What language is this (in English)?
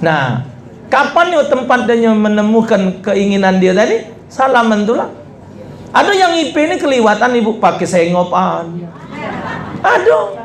Musi